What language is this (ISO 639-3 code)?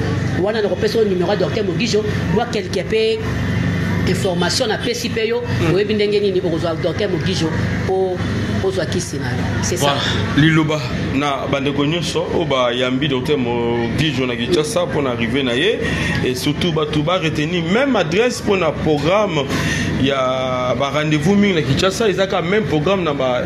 lin